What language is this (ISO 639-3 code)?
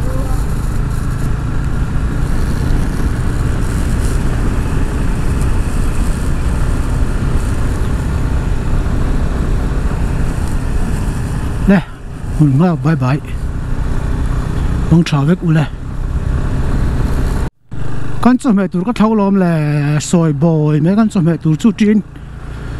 vie